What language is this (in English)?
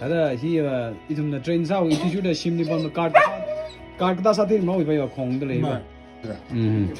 Tangkhul Naga (India)